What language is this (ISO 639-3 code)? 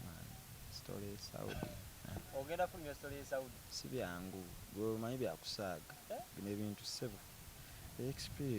lug